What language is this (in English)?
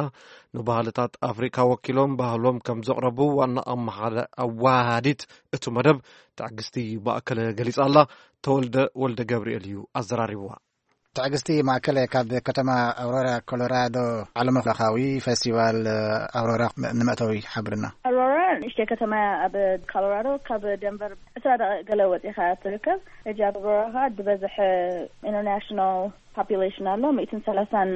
Tigrinya